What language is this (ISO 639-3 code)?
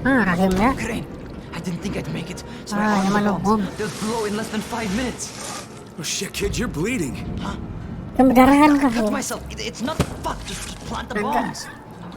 bjn